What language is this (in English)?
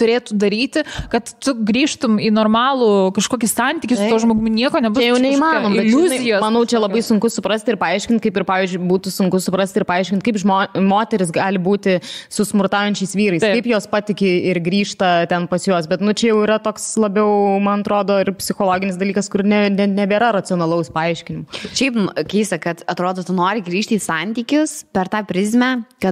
Lithuanian